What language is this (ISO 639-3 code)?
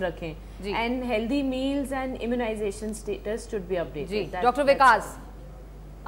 pan